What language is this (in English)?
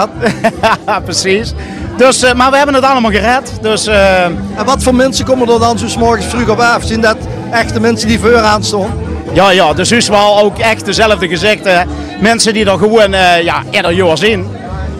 Limburgish